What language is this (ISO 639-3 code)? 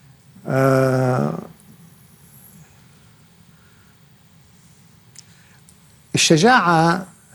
ara